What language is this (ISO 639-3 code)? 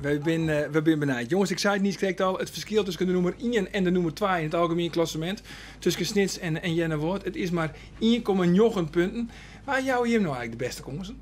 fry